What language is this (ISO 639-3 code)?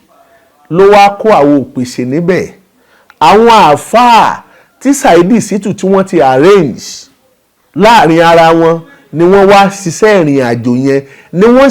yor